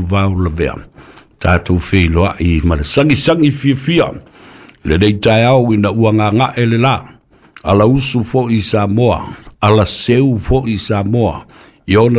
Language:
Samoan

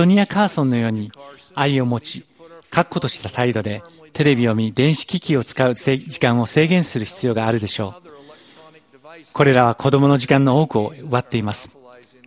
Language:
Japanese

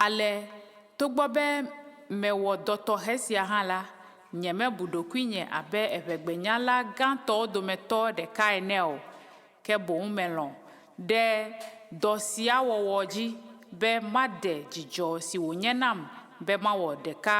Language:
Ewe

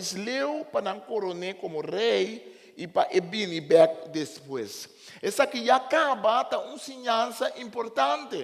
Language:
Papiamento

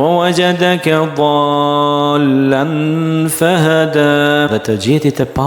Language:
Albanian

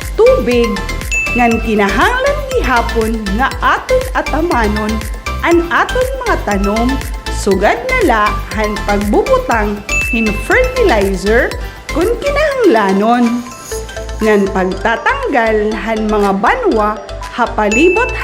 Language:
Waray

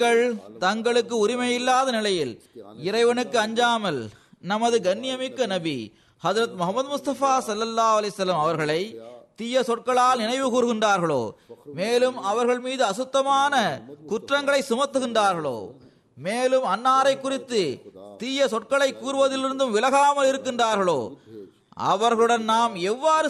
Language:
Tamil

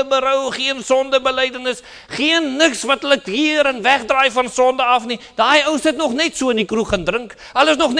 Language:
Afrikaans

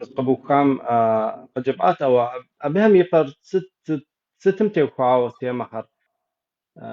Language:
Kabardian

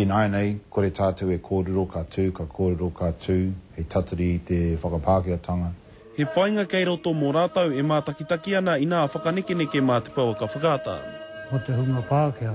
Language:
Māori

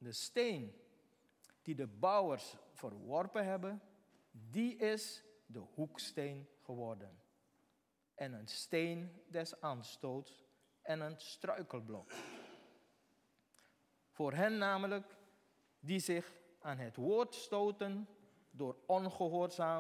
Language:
Dutch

